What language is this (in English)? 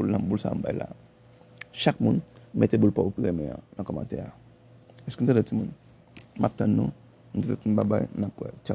Haitian Creole